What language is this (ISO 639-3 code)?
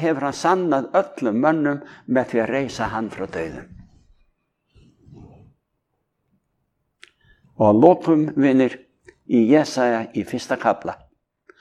isl